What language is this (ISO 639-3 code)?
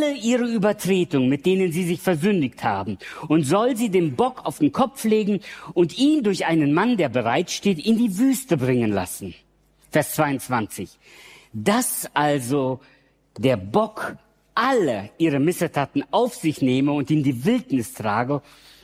deu